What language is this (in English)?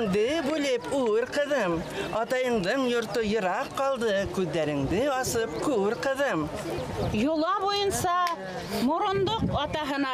Bashkir